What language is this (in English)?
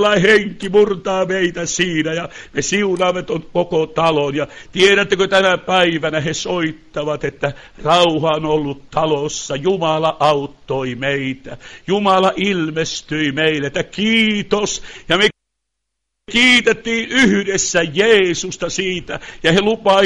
Finnish